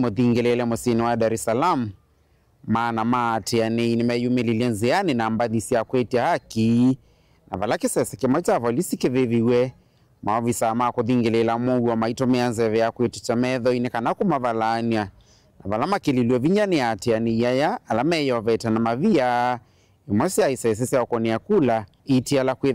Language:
Kamba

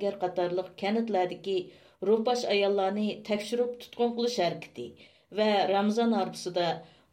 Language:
Uyghur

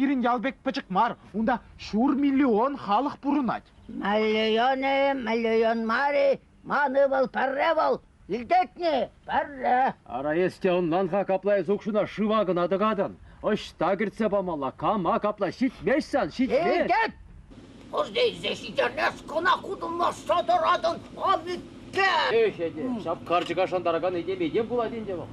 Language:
Chuvash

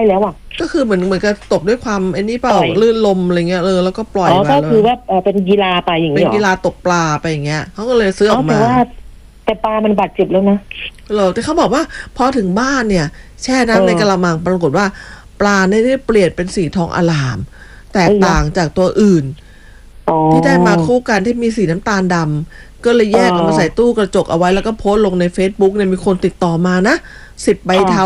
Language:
Thai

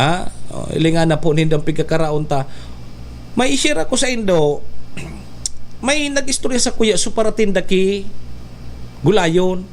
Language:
Bikol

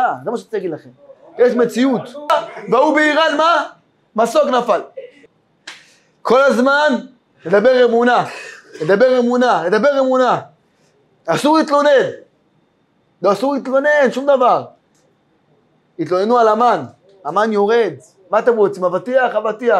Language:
Hebrew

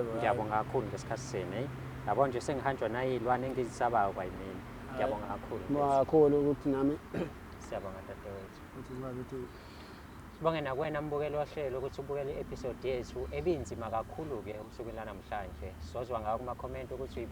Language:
Zulu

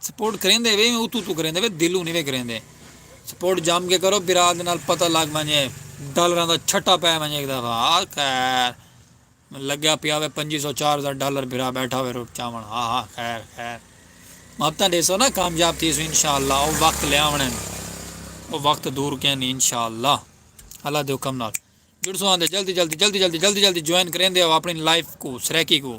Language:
Saraiki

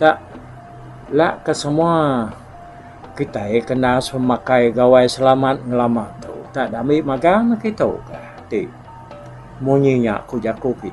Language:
Iban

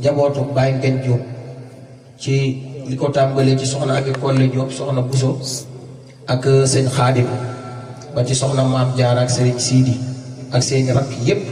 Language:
Wolof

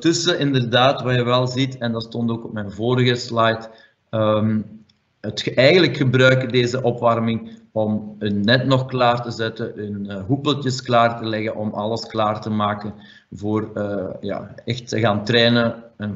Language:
Dutch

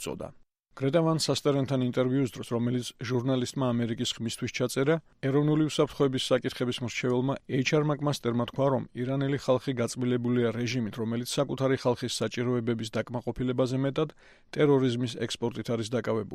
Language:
Georgian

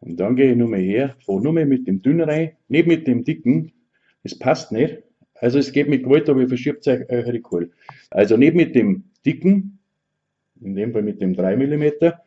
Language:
Bavarian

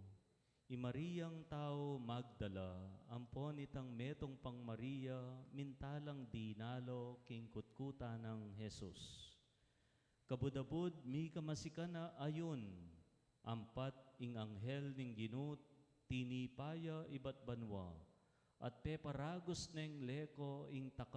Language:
Pampanga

